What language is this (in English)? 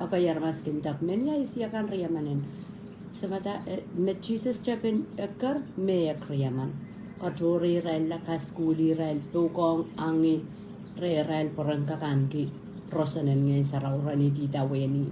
Pohnpeian